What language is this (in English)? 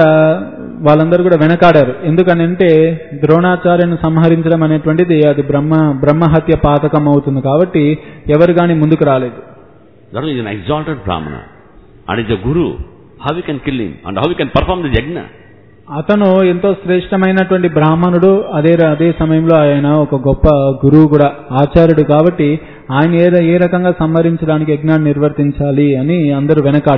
Telugu